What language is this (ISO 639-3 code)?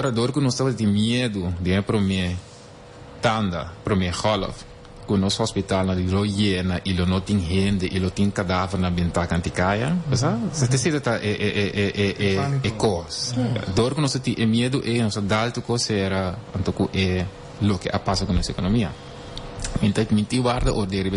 pap